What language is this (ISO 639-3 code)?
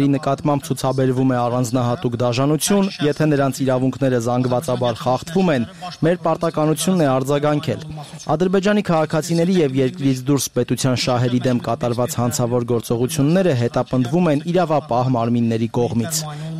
hye